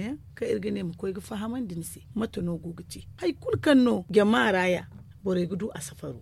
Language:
Zarma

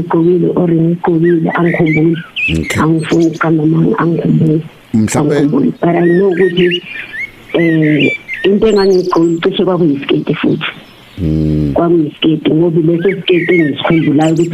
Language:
Zulu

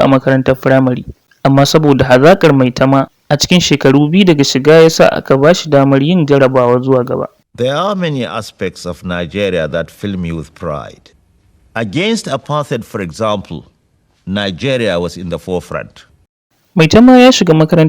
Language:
Hausa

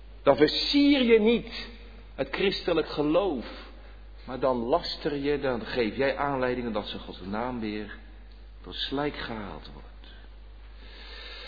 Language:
Dutch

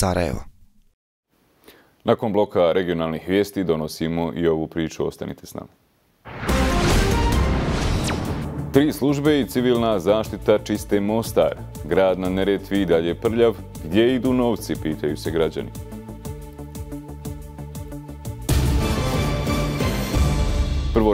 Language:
Bosnian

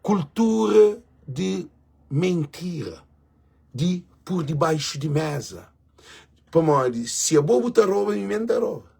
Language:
Kabuverdianu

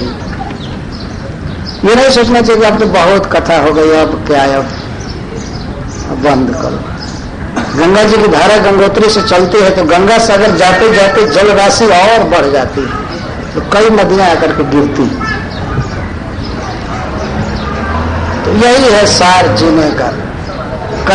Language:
Hindi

